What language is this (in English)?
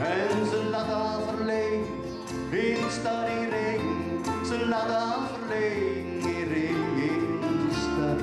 Gronings